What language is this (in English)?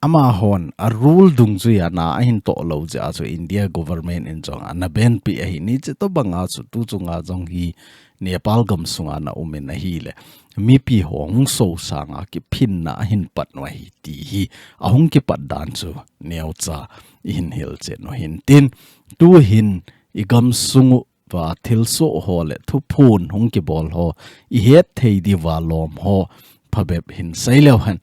Thado Chin